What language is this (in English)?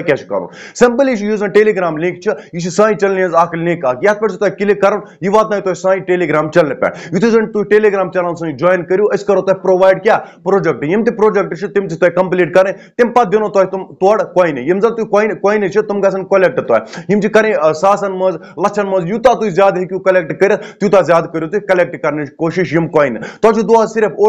Kashmiri